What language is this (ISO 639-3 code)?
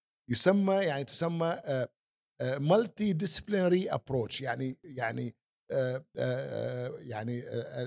afb